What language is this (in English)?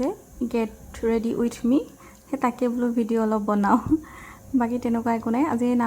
Assamese